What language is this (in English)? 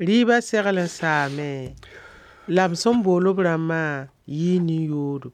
Mossi